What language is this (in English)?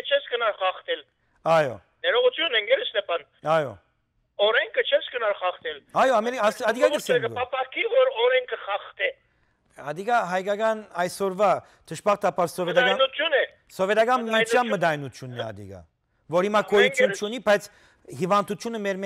Western Armenian